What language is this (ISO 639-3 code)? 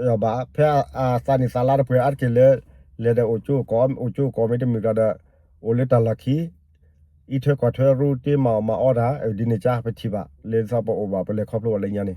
ksw